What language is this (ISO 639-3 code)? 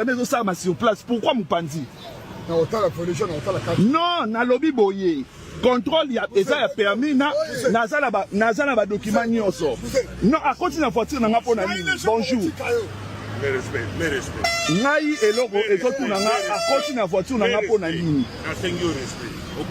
lin